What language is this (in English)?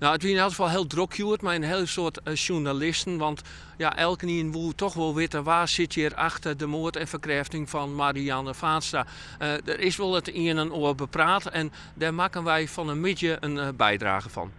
Western Frisian